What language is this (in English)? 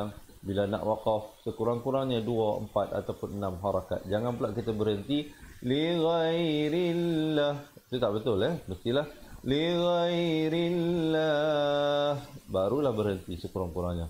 Malay